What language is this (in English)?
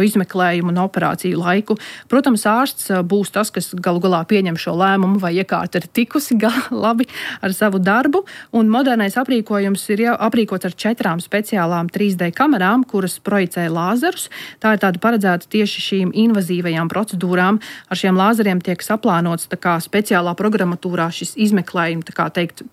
Latvian